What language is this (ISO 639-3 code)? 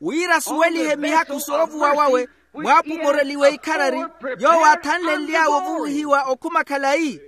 vmw